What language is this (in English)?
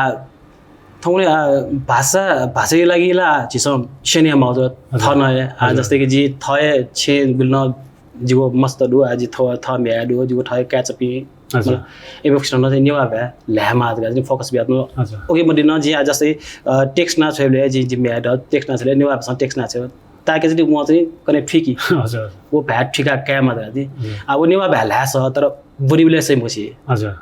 Newari